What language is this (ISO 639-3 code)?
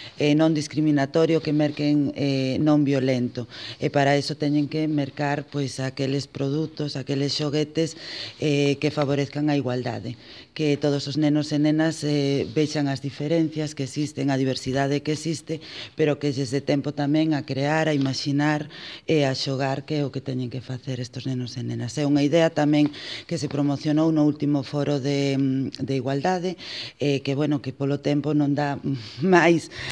glg